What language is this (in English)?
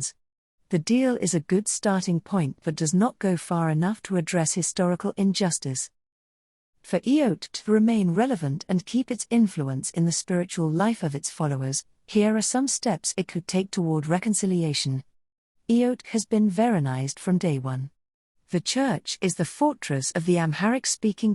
English